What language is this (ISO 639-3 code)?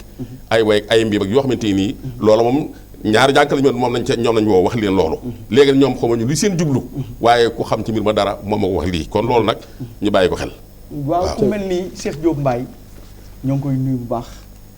wol